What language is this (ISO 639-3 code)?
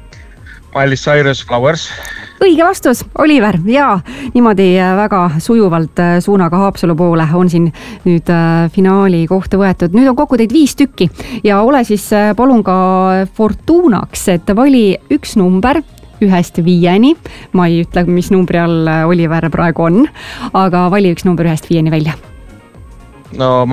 est